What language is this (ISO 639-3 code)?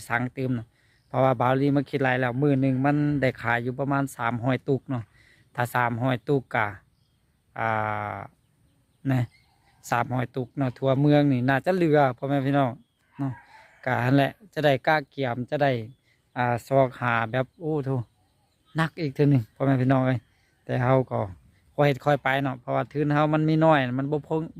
lao